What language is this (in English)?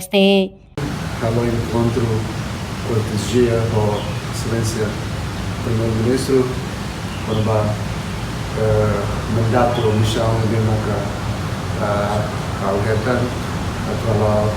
Tetum